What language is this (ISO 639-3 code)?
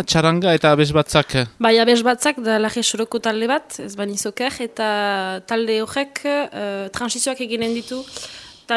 eus